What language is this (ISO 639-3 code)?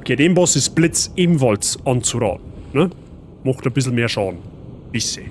bar